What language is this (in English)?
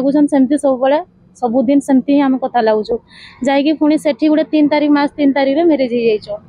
Odia